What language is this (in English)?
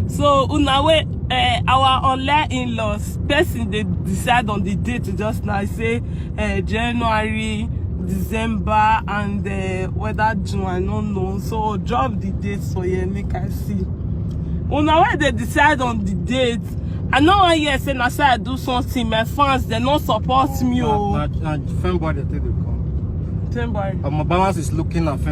Nigerian Pidgin